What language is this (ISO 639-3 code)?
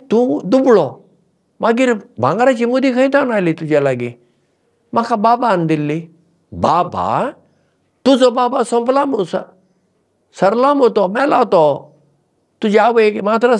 kok